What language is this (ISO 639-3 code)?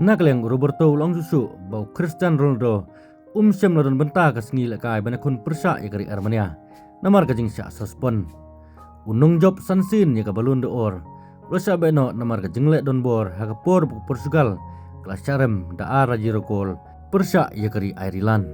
kha